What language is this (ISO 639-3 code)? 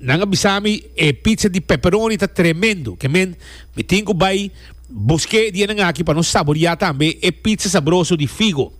pap